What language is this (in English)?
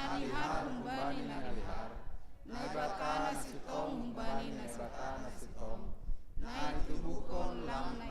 Batak Simalungun